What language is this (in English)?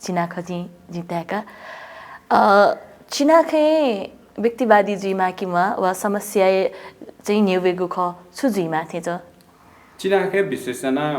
Newari